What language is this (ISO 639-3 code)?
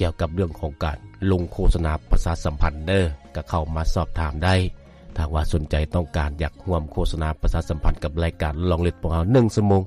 lao